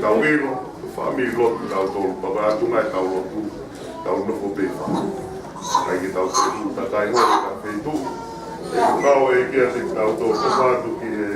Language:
Tongan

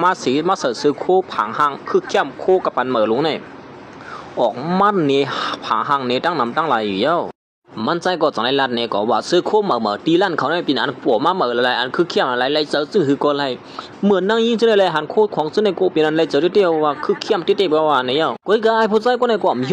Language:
Shan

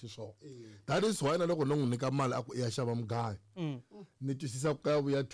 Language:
Tsonga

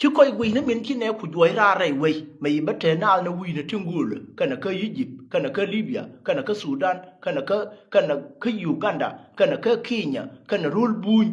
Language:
Nuer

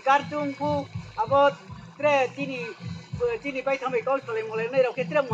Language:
Riang (India)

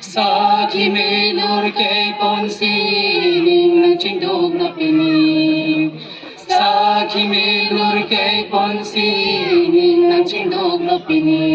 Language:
Karbi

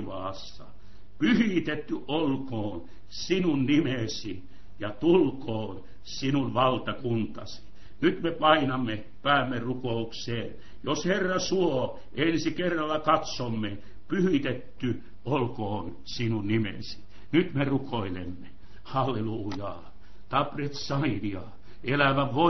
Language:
Finnish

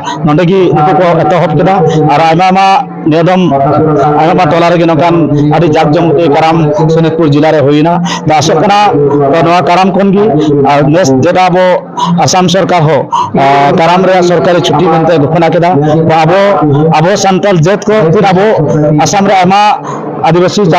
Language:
Santali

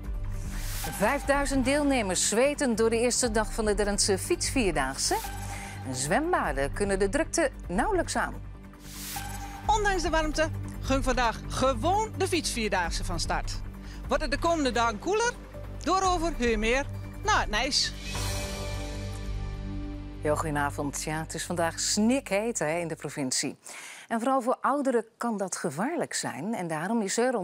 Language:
Dutch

